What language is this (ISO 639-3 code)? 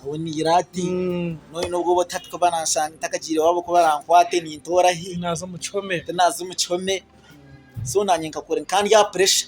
nyn